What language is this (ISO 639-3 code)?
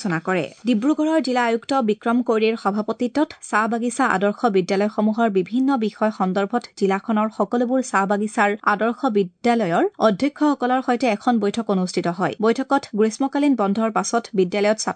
asm